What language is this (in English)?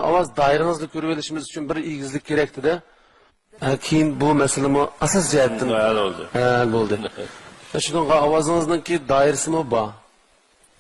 Uyghur